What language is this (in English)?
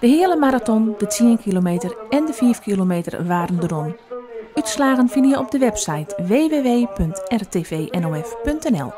Western Frisian